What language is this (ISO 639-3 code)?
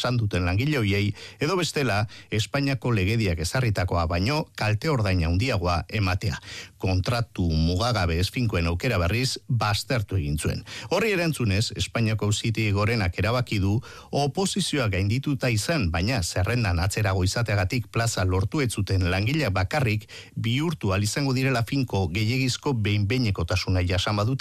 eus